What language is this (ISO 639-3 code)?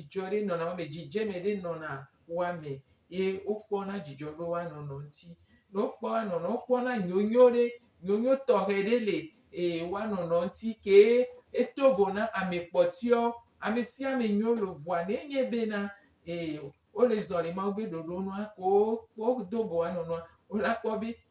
gej